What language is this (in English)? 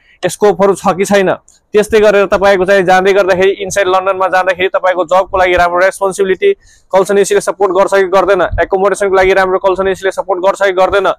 Nepali